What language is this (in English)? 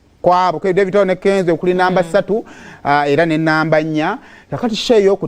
Ganda